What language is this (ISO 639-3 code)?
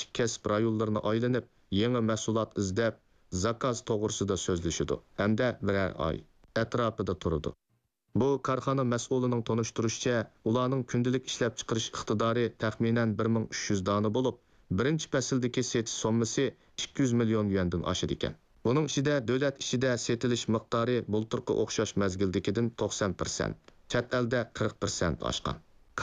uig